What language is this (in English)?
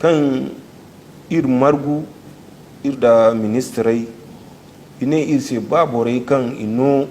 Zarma